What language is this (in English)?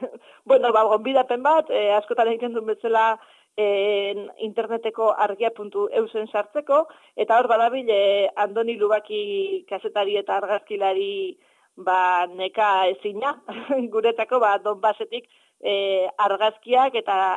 Basque